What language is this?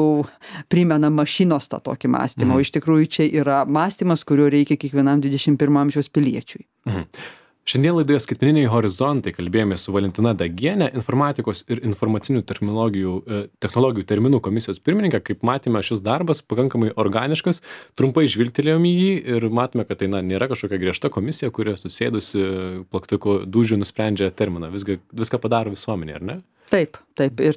Lithuanian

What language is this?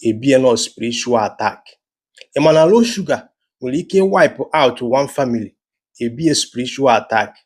Igbo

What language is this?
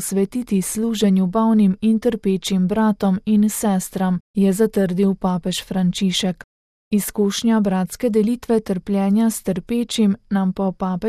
Slovenian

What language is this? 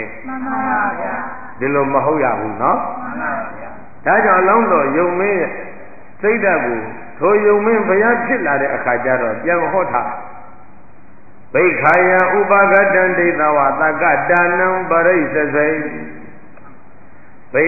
Burmese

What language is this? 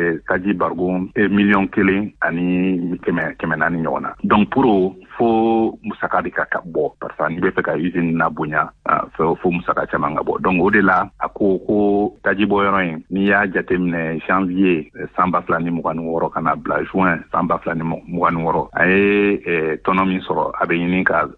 Bambara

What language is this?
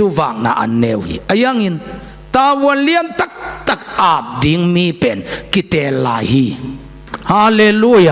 Tedim Chin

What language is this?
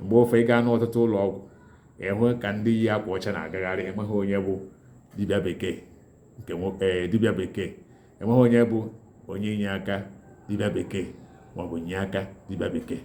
Igbo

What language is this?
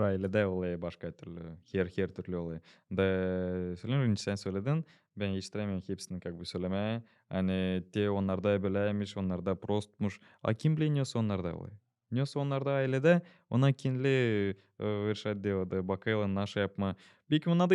Gagauz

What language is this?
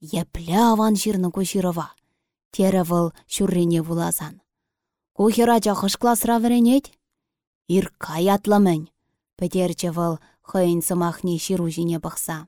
Chuvash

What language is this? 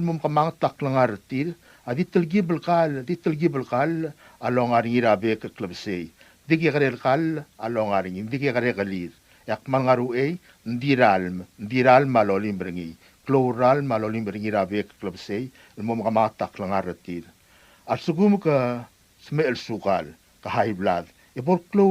Palauan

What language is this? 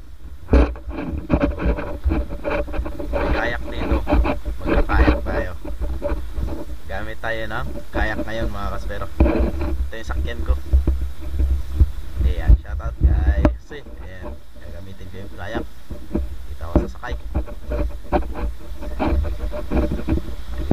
Filipino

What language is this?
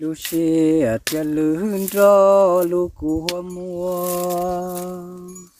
Hmong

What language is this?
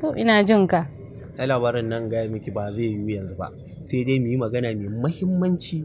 Hausa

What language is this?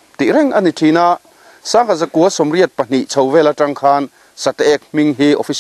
Mizo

